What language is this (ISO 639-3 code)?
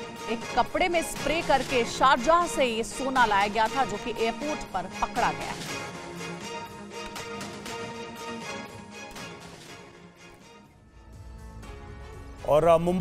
hin